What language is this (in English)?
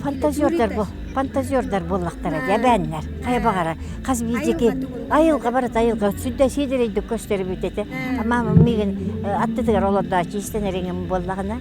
Yakut